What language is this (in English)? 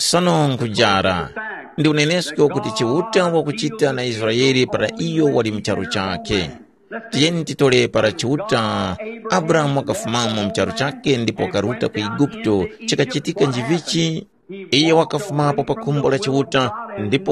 Tumbuka